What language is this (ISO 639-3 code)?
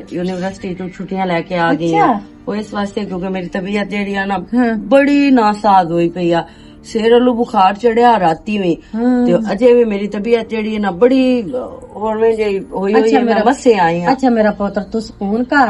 lah